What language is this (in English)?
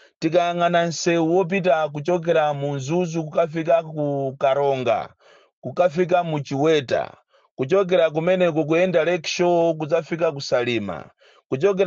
Nyanja